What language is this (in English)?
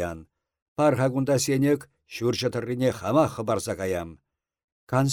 Chuvash